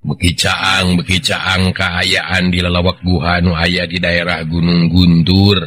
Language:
Sundanese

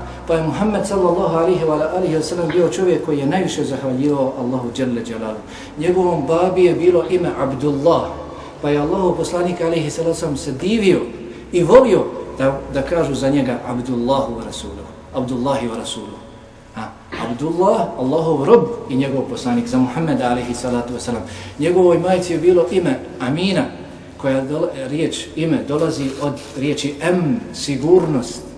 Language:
Bosnian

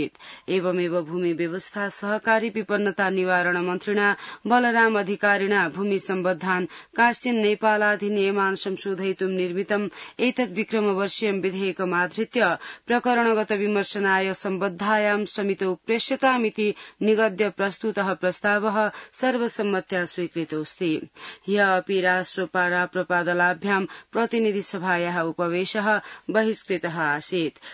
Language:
Sanskrit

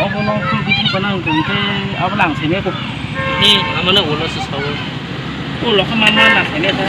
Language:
Kok Borok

